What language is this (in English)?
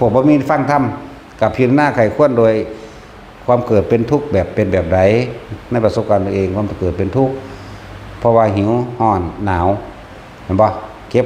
Northeastern Thai